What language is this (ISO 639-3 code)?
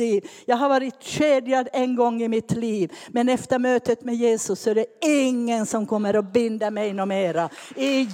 swe